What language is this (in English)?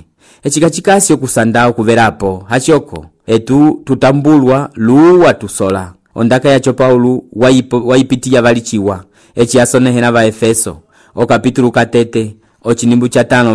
Umbundu